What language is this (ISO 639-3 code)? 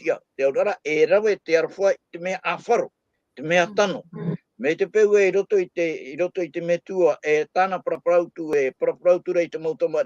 tah